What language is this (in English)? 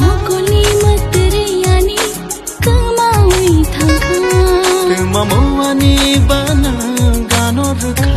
Kok Borok